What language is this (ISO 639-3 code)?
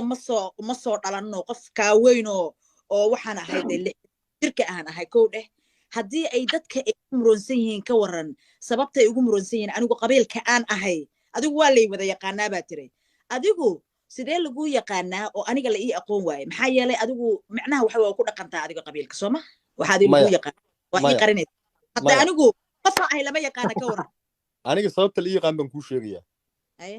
som